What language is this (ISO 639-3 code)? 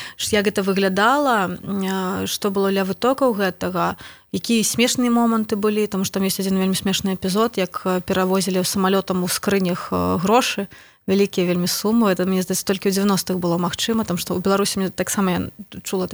bel